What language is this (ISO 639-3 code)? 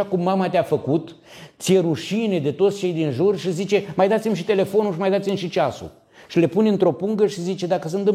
ron